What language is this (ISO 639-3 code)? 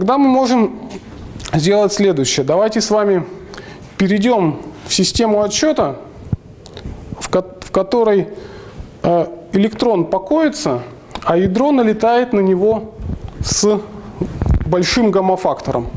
rus